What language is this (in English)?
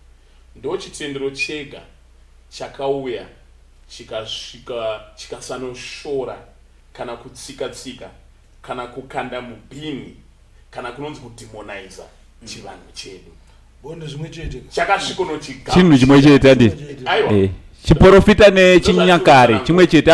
Shona